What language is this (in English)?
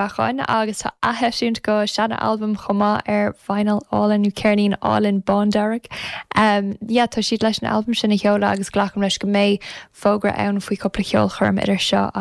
Irish